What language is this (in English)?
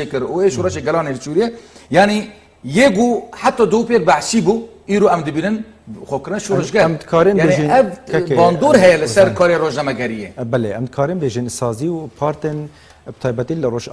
Kurdish